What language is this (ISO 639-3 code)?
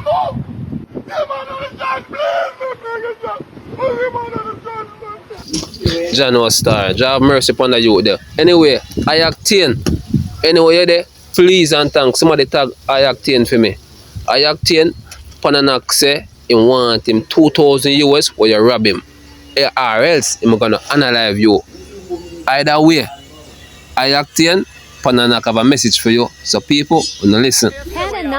jam